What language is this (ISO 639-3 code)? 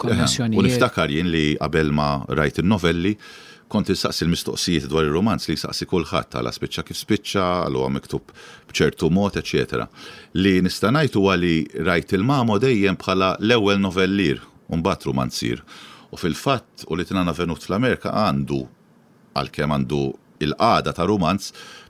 mlt